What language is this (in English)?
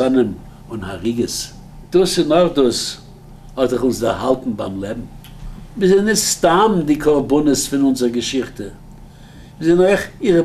Yiddish